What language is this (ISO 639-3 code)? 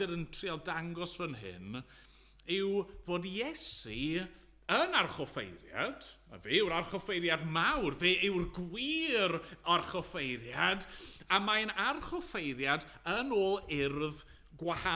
cym